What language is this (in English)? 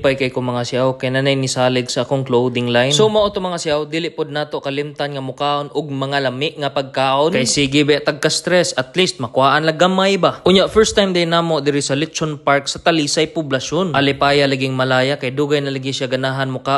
Cebuano